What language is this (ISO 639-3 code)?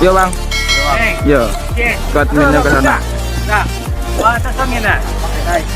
min